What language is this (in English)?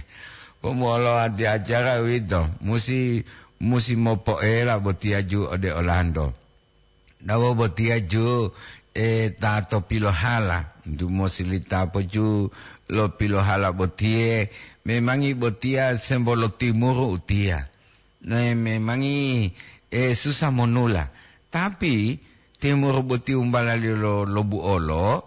Gorontalo